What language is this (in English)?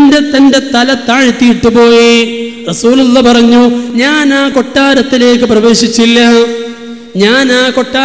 Malayalam